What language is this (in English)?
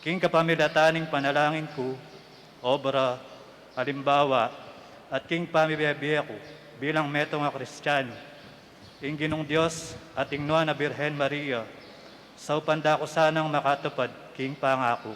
Pampanga